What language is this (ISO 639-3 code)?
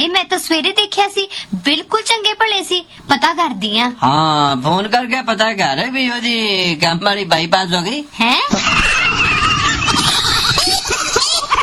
pan